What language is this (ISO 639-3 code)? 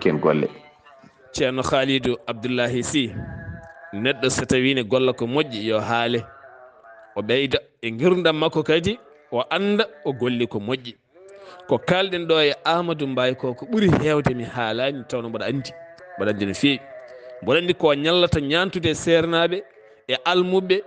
ful